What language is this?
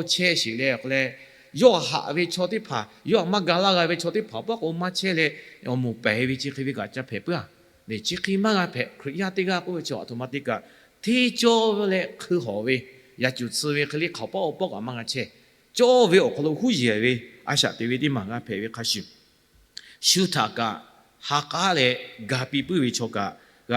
Lahu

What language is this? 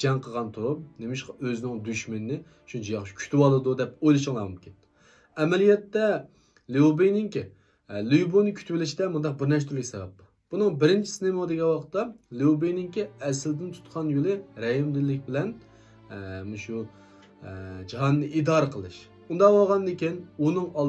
Uyghur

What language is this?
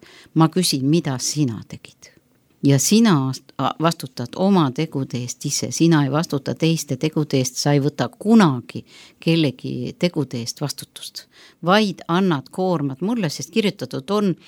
Estonian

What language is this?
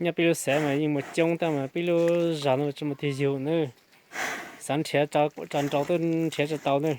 Hmong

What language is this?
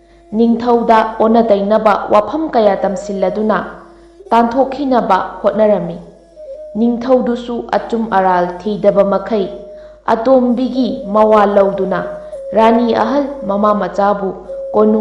Manipuri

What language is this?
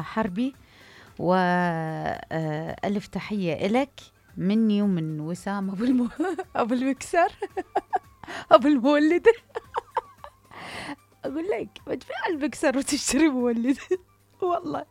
Mesopotamian Arabic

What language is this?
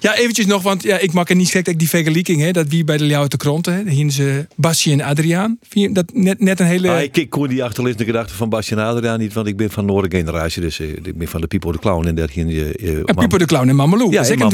Western Frisian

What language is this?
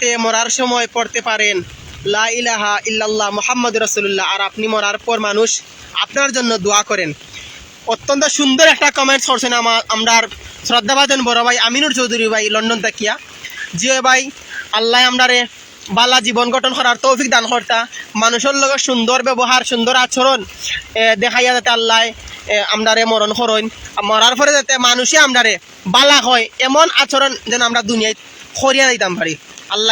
Sylheti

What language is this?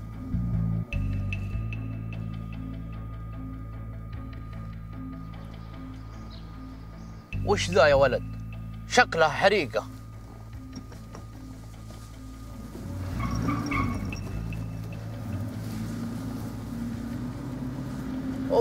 Najdi Arabic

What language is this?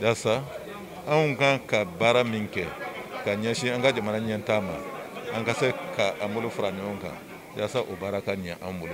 Bambara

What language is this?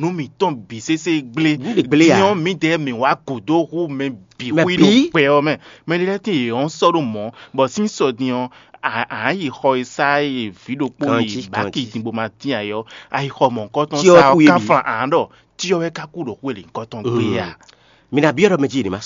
Fon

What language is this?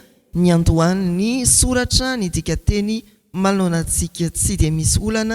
Malagasy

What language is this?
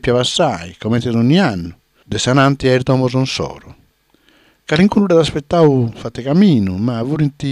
Sardinian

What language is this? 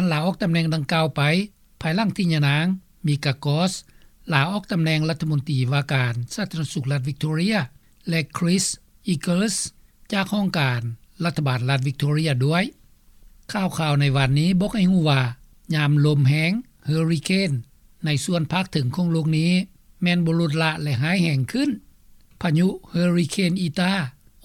Lao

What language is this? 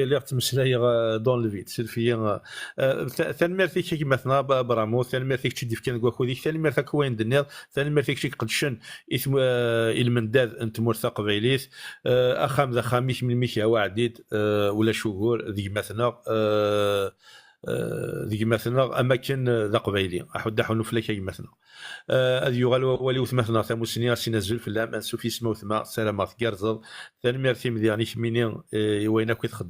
Kabyle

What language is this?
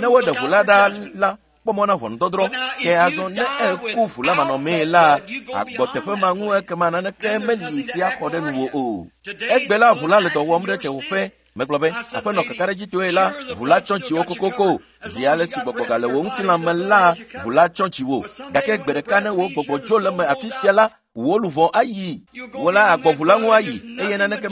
Ewe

